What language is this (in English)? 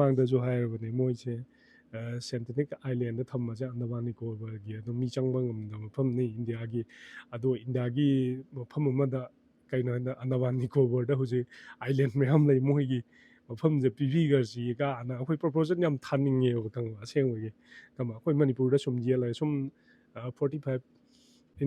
Manipuri